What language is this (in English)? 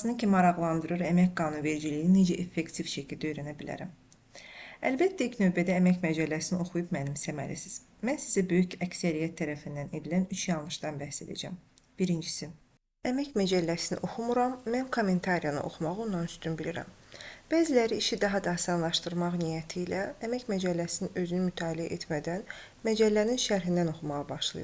Azerbaijani